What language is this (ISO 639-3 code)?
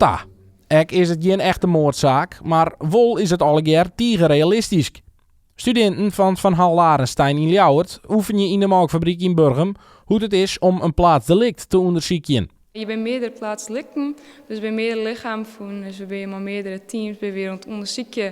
fry